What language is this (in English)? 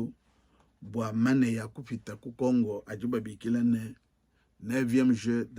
Luba-Lulua